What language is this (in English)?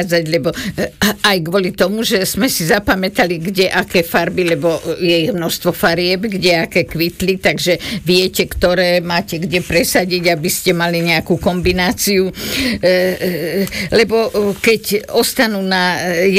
Slovak